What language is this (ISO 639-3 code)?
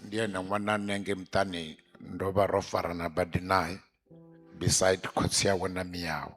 ven